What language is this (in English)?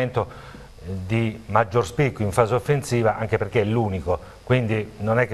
Italian